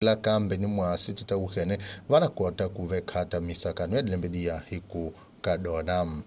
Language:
Tsonga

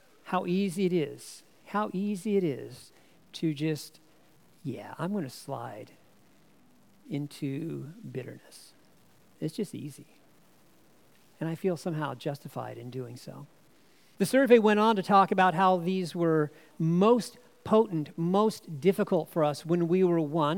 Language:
English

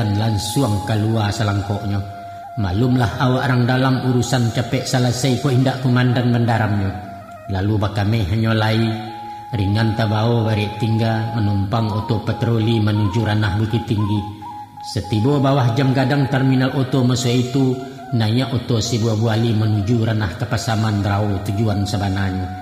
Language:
Minangkabau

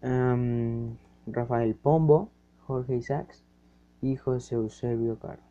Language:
Spanish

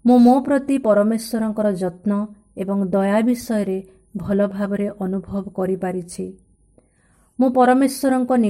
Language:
Odia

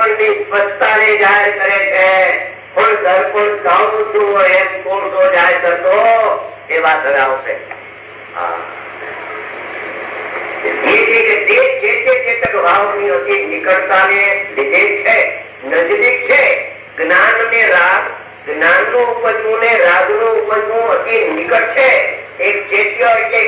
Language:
Gujarati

